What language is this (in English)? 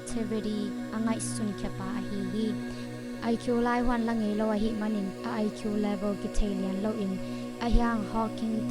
Tedim Chin